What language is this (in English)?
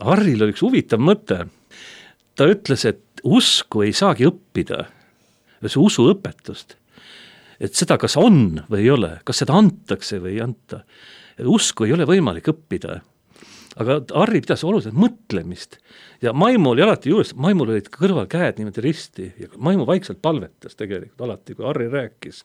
Estonian